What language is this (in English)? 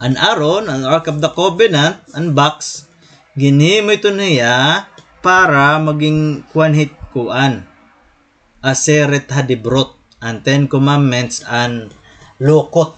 Waray